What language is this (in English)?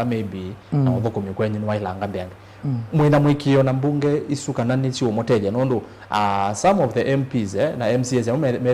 Kamba